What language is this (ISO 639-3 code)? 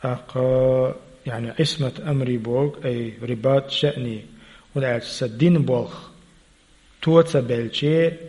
che